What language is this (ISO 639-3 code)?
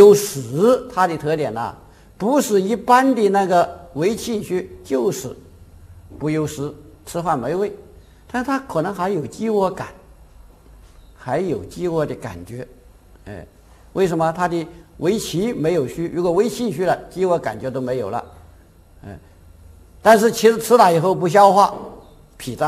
zho